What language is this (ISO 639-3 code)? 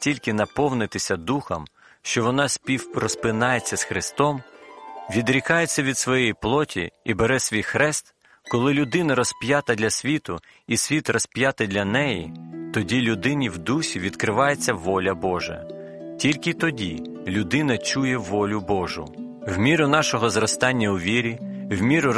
ukr